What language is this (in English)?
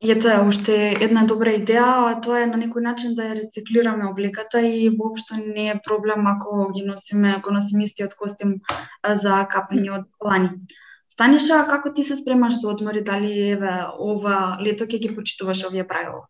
Macedonian